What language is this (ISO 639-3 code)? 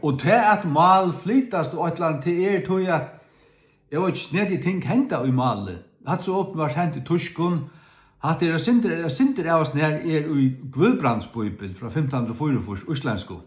fao